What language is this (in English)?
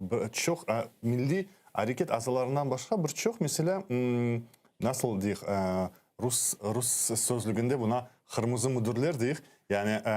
Crimean Tatar